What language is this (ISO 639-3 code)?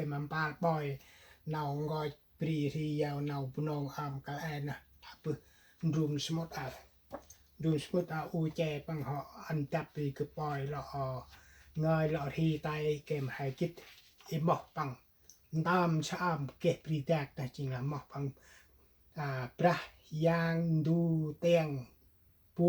cmo